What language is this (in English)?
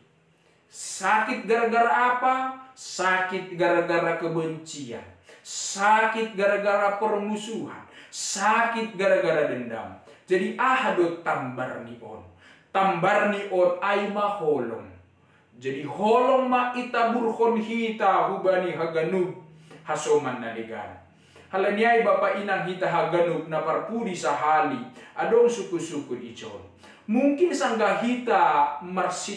Batak Simalungun